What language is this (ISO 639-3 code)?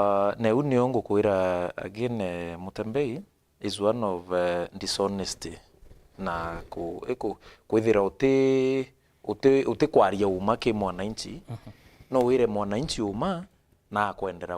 mer